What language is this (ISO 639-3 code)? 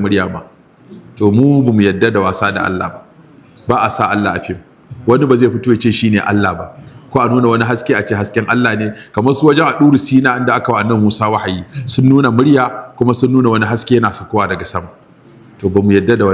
hau